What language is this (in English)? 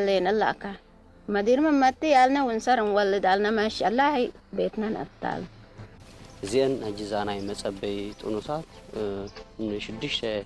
Tigre